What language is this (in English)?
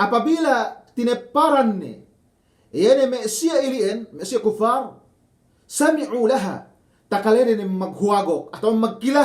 Yakan